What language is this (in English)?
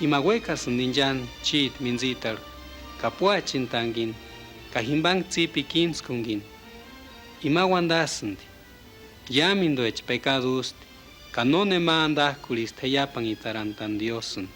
Purepecha